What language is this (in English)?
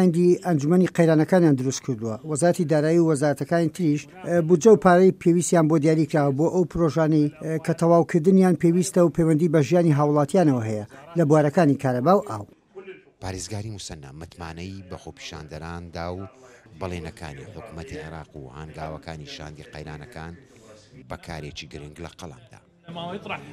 Central Kurdish